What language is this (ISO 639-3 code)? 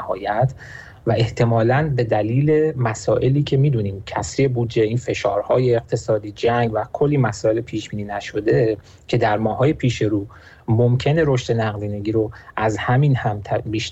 fas